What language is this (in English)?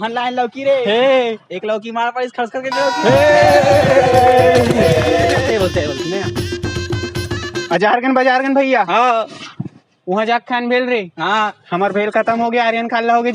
Chhattisgarhi